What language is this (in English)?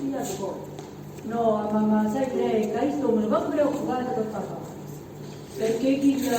Neapolitan